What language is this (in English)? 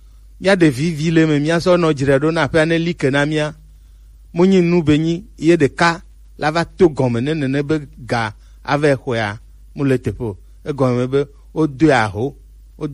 Gen